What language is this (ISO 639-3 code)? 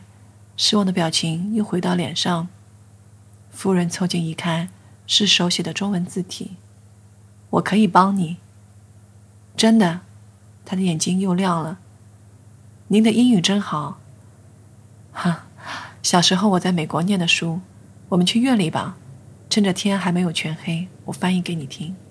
zho